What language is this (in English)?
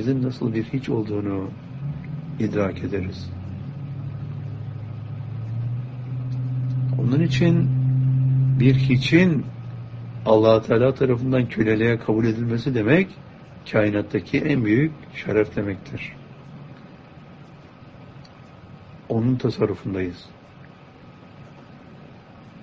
Turkish